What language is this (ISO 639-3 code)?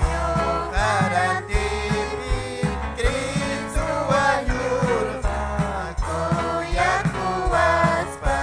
quy